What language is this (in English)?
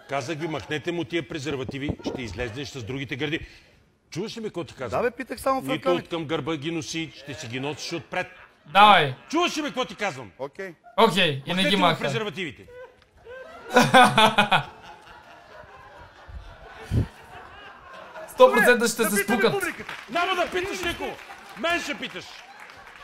Bulgarian